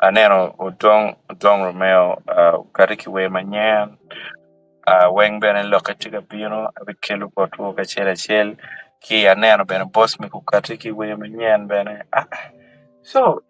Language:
Acoli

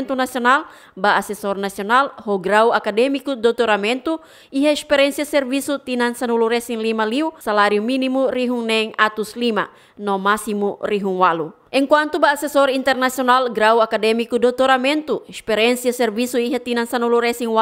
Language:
Tetum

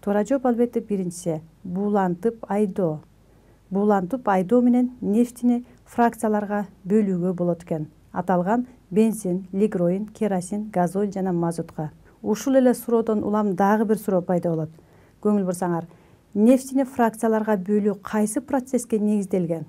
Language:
Kyrgyz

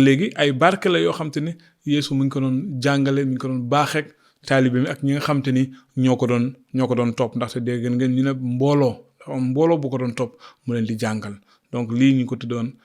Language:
Wolof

